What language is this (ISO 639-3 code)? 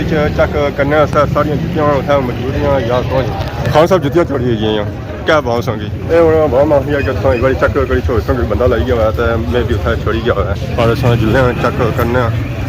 phr